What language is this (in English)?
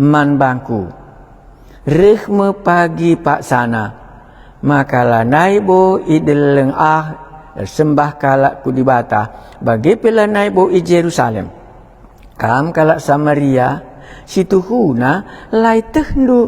Batak Karo